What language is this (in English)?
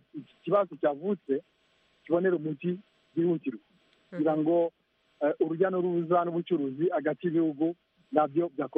Kinyarwanda